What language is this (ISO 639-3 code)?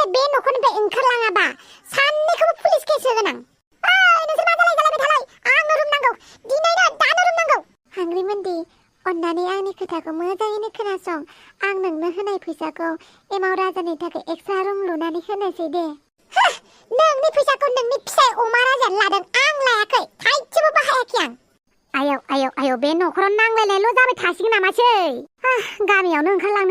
brx